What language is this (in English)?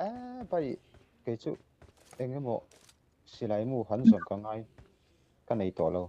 Mizo